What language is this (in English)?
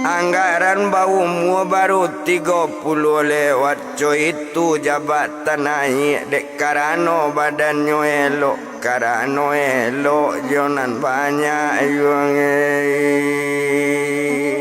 Minangkabau